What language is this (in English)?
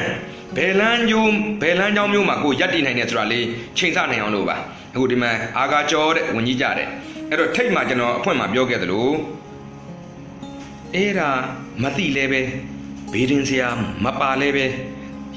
Burmese